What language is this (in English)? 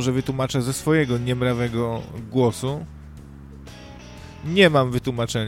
Polish